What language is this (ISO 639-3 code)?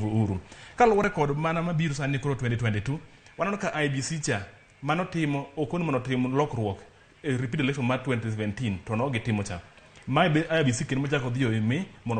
luo